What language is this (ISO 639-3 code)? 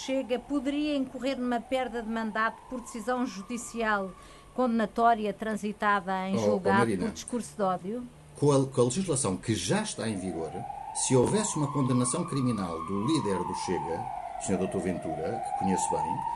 por